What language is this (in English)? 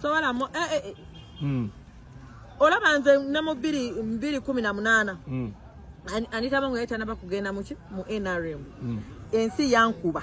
Ganda